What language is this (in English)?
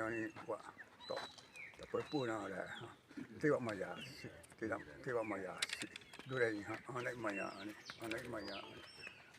Xavánte